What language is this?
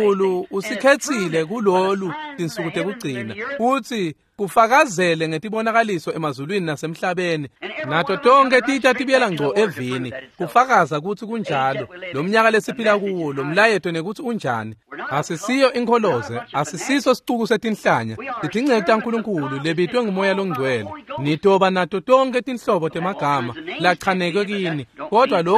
Swati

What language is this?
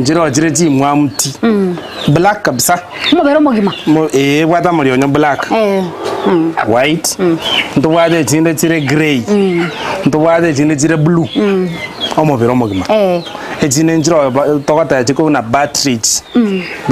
Gusii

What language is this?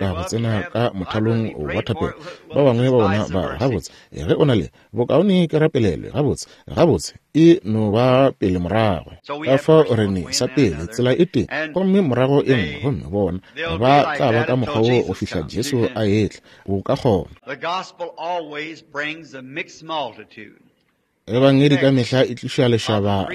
Northern Sotho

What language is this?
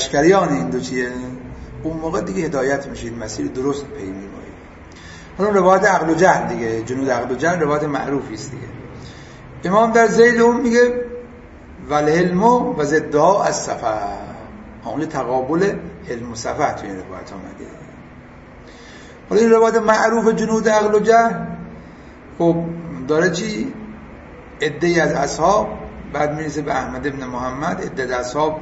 Persian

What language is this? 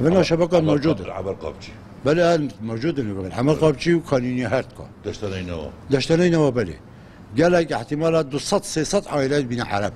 Kurdish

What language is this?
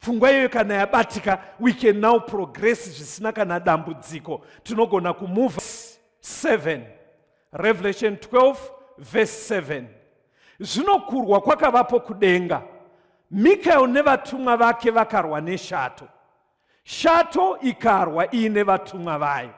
Shona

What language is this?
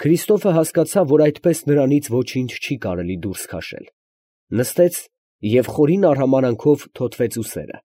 Armenian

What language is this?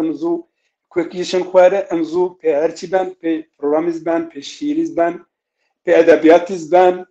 Zaza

